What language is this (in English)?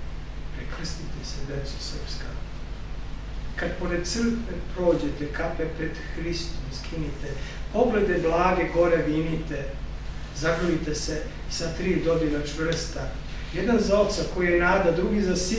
Serbian